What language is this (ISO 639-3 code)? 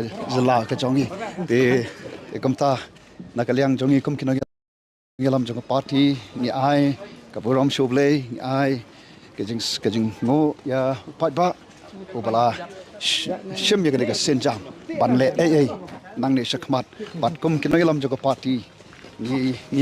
kha